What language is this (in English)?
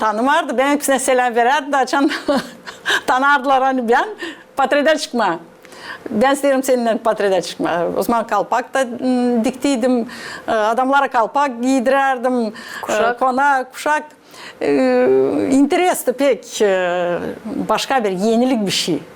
Gagauz